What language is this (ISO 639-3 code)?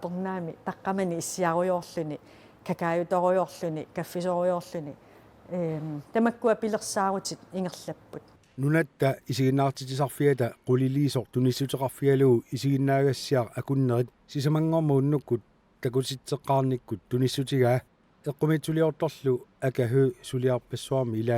kal